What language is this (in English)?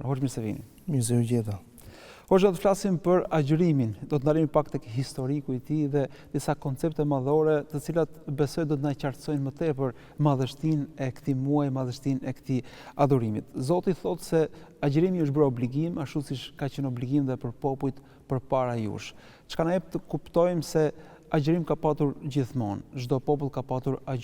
Albanian